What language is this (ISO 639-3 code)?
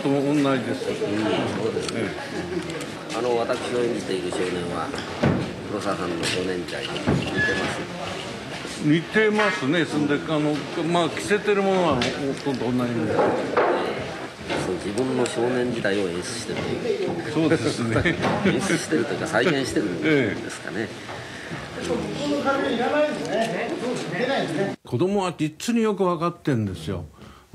jpn